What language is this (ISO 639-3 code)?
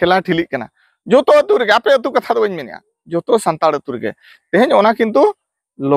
sat